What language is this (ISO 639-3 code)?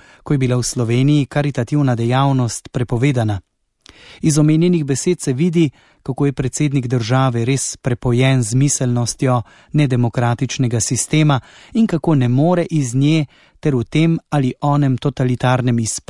slv